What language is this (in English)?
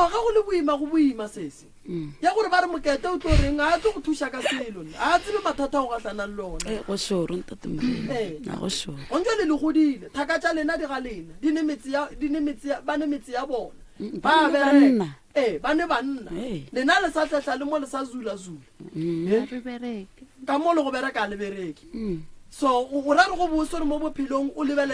Northern Sotho